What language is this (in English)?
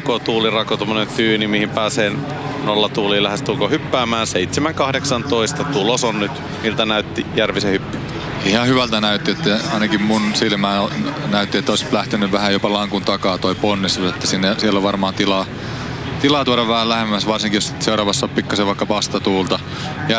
Finnish